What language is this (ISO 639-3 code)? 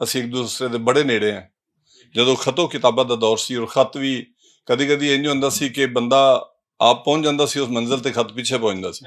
lah